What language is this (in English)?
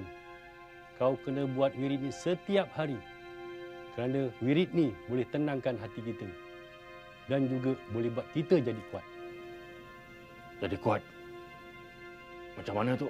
Malay